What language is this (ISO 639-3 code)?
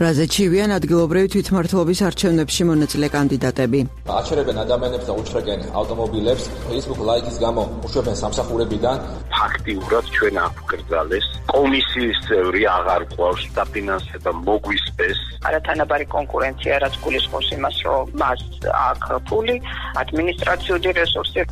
kat